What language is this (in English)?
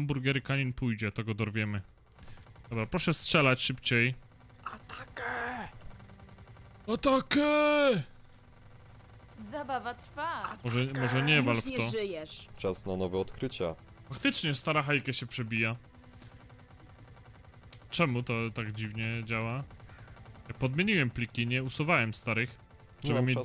Polish